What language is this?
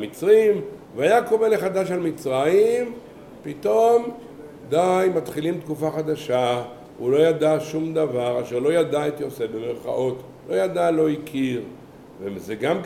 Hebrew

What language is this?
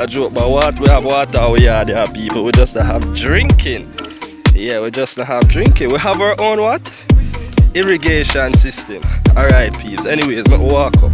Jamaican Creole English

